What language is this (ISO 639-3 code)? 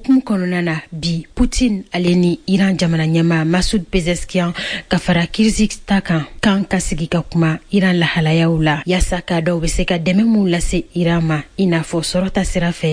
bam